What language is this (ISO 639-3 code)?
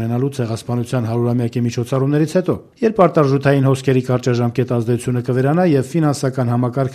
hye